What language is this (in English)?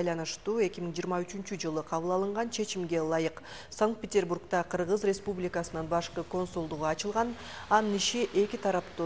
Kyrgyz